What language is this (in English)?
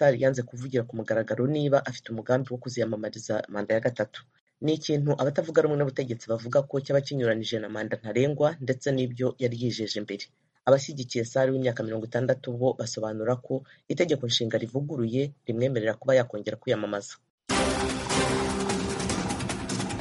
Kinyarwanda